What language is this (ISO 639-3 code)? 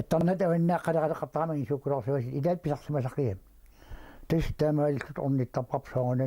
kal